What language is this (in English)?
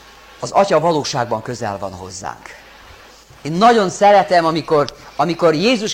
Hungarian